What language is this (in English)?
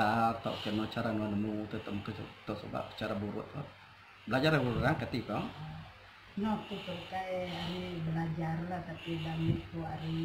Iban